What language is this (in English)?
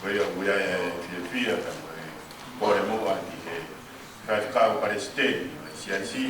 Tongan